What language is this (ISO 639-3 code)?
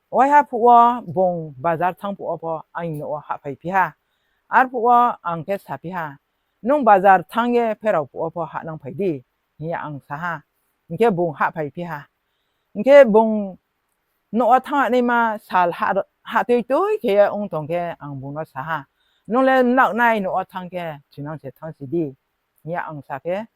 ria